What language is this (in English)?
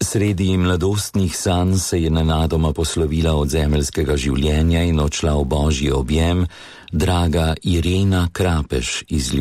Slovenian